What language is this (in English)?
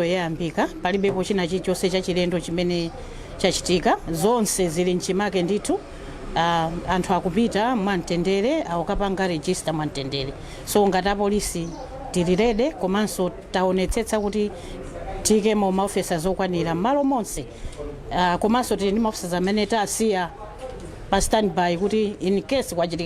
Nyanja